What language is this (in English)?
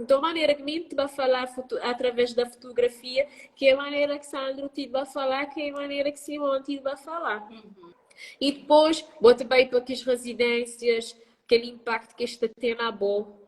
Kabuverdianu